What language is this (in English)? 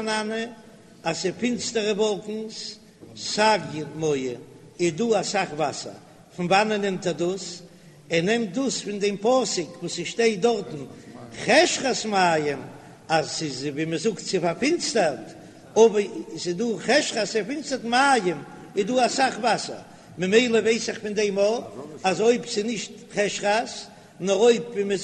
Yiddish